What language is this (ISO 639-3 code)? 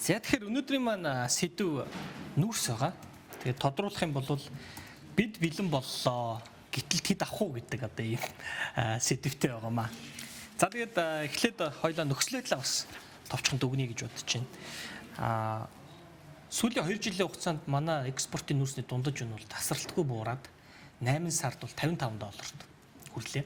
mon